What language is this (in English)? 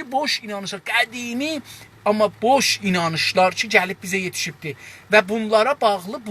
South Azerbaijani